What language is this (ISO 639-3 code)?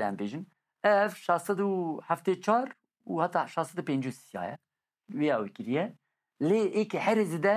kur